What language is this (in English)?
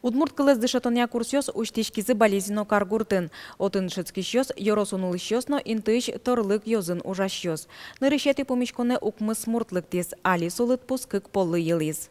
Udmurt